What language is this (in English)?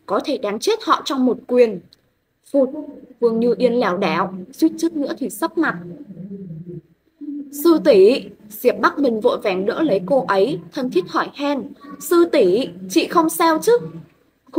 Vietnamese